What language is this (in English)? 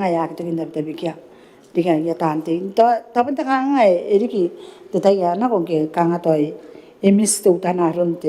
Gilbertese